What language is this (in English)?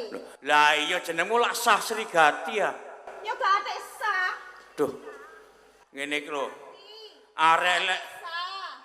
Javanese